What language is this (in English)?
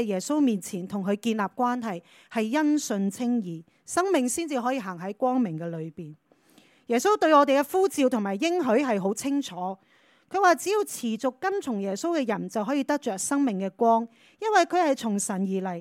Cantonese